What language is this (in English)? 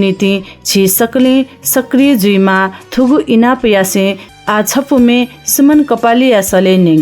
Newari